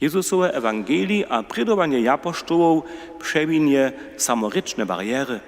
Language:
Upper Sorbian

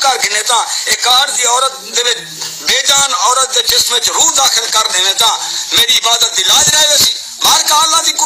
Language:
Saraiki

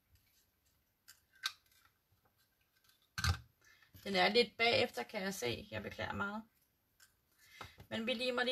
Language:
Danish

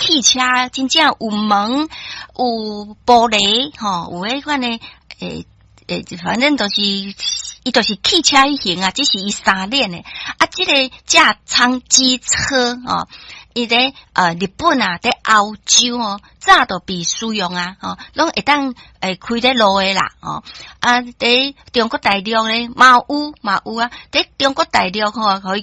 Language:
Min Nan Chinese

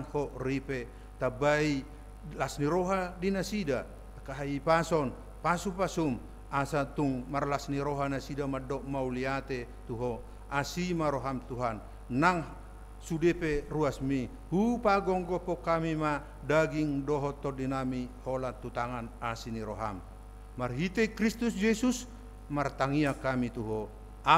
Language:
Batak Toba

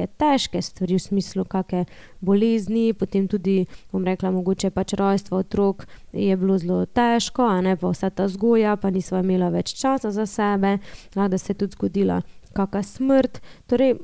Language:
Slovenian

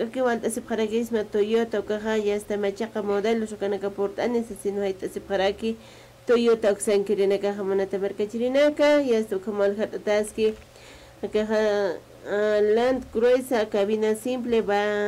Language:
Aymara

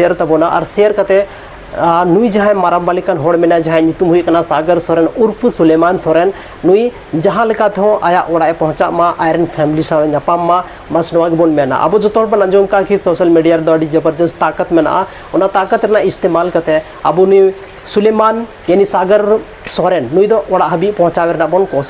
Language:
Santali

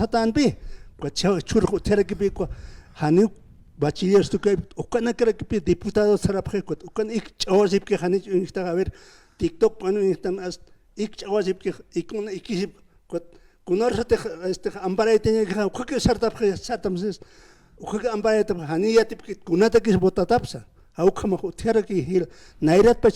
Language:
Aymara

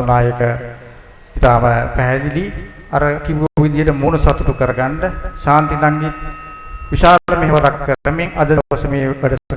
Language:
Sinhala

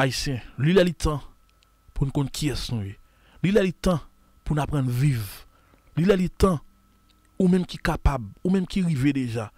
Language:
Haitian Creole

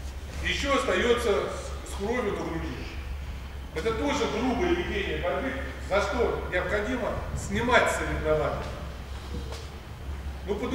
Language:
Russian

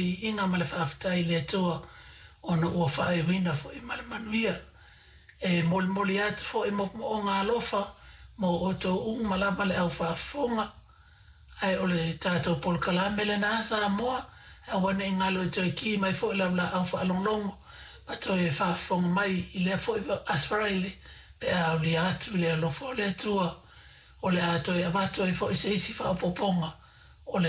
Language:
Samoan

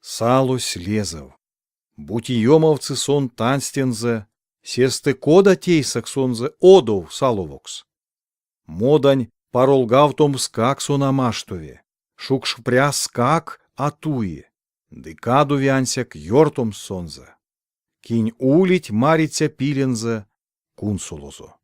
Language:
Erzya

